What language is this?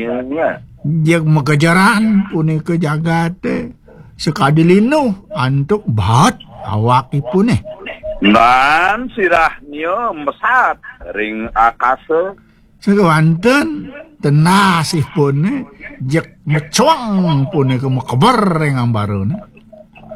Balinese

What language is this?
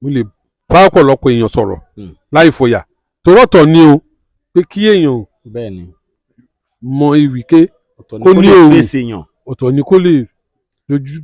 Yoruba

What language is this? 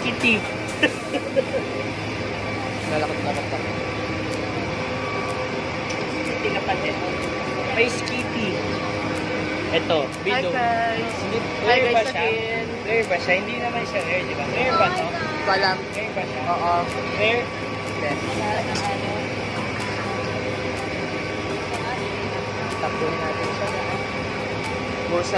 Filipino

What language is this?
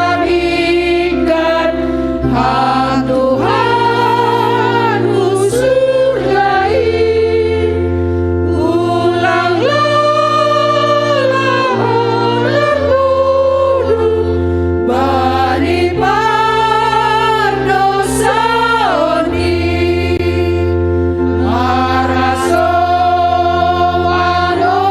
Batak Simalungun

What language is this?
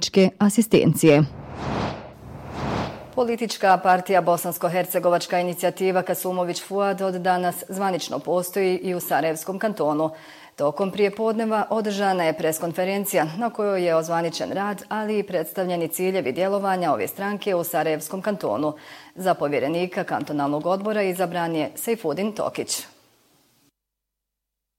Bosnian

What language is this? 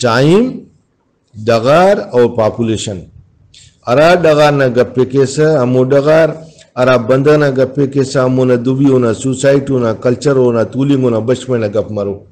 Brahui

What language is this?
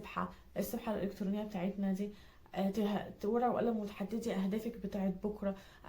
Egyptian Arabic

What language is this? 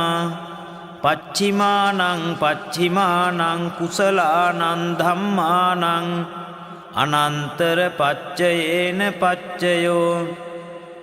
Pali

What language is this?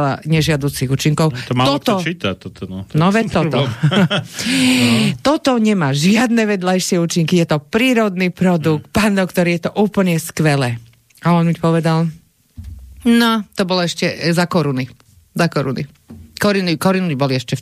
Slovak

